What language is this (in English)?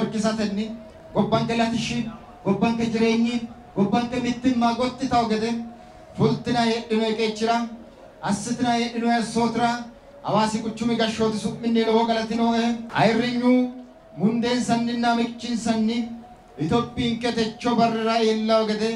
Sidamo